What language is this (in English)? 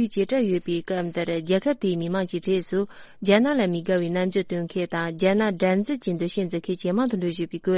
Tibetan